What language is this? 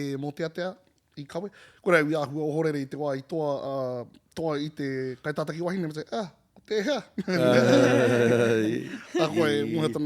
Māori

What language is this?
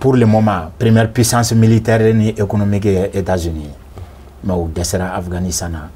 Bambara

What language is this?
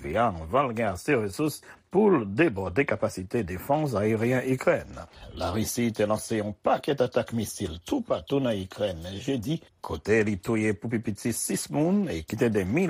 Haitian Creole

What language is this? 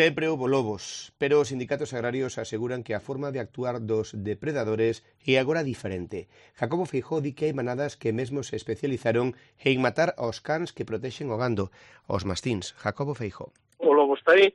Galician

